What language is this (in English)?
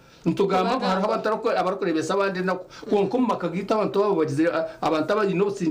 Nyankole